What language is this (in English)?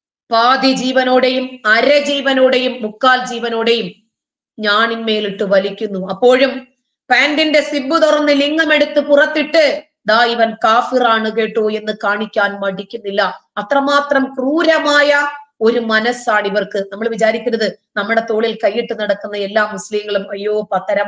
Malayalam